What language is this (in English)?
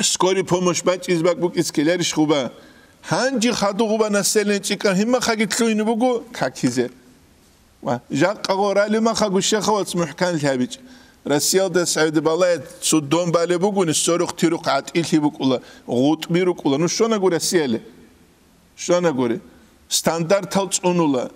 Avaric